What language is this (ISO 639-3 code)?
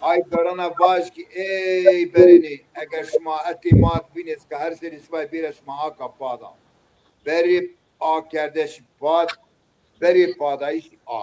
zza